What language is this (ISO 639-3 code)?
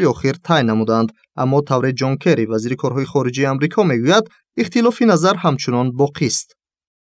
tgk